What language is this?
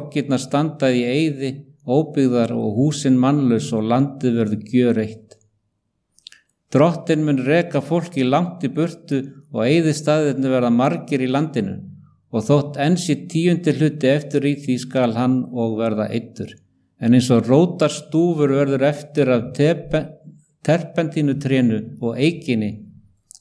Icelandic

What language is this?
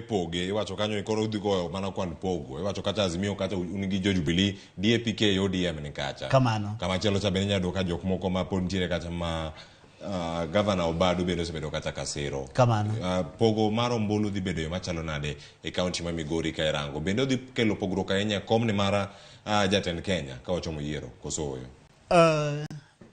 Luo (Kenya and Tanzania)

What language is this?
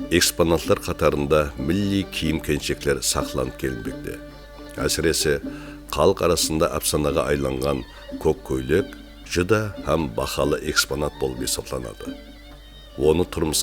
Kara-Kalpak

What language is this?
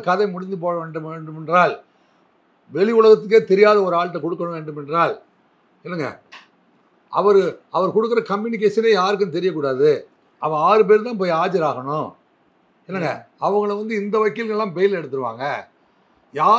Tamil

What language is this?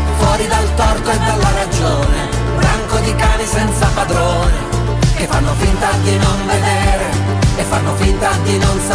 Italian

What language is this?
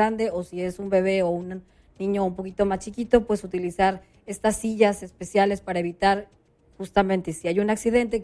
Spanish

